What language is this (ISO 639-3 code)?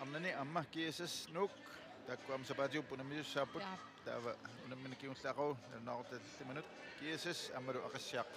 kal